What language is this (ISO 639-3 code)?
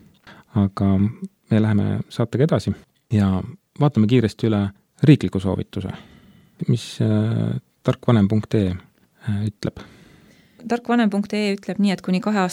est